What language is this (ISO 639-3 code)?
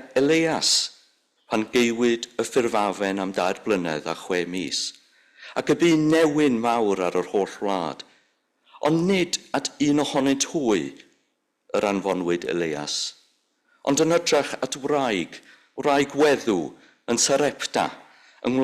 cym